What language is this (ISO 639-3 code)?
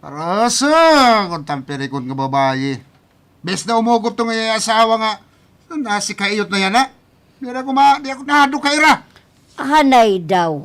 war